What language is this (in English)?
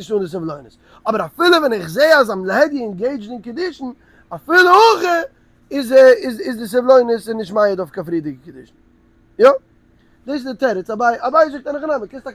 Yiddish